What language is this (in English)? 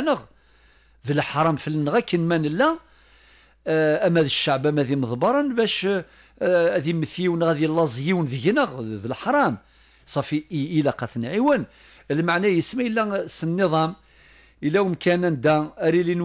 Kabyle